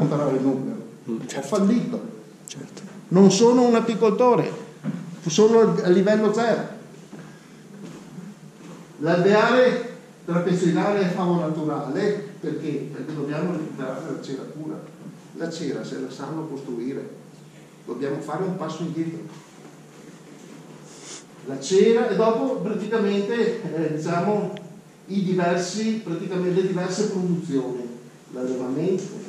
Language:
Italian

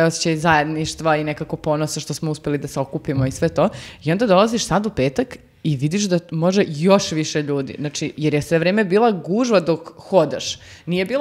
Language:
Serbian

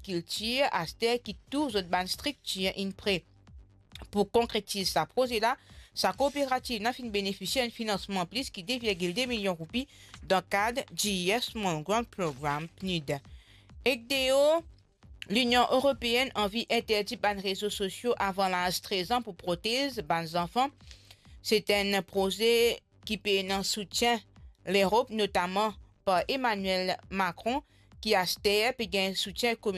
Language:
Morisyen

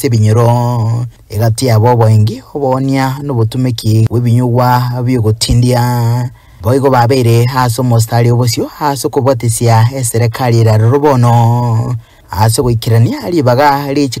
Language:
Gusii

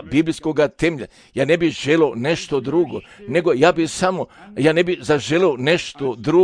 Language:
Serbian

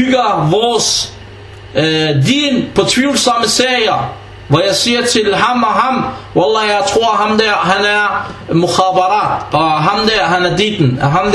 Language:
Danish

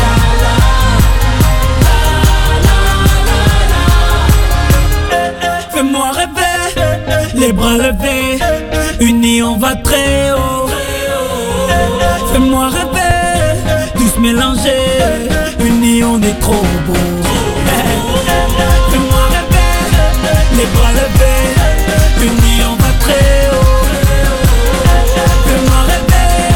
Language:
French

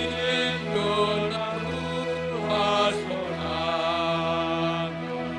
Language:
Batak Simalungun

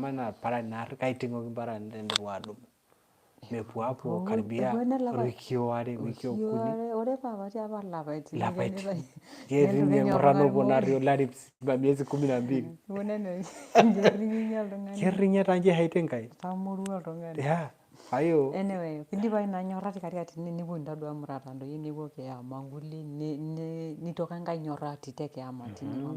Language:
Masai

